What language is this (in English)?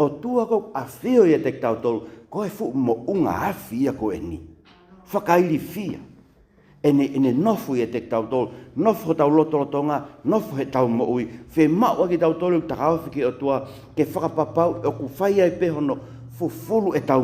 Tongan